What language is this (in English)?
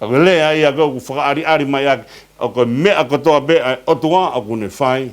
Tongan